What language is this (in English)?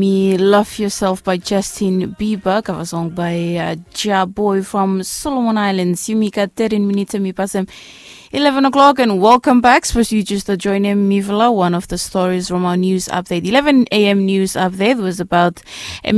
Bislama